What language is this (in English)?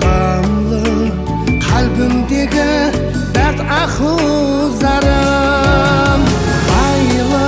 Kara-Kalpak